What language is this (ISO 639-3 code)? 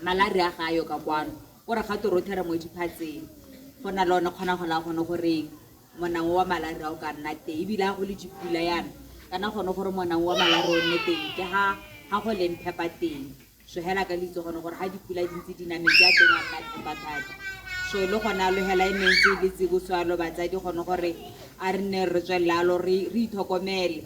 tsn